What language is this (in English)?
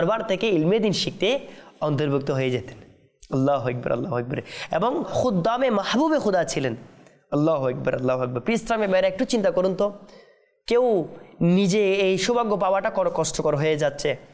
Bangla